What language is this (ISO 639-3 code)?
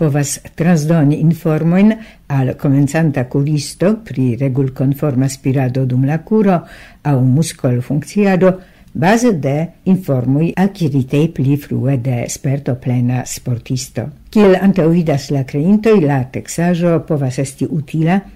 epo